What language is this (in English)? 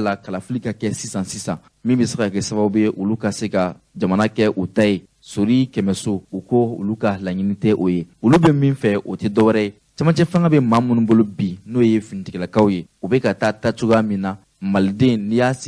Bambara